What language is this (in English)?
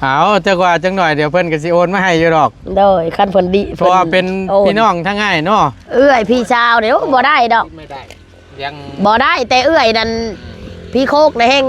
Northeastern Thai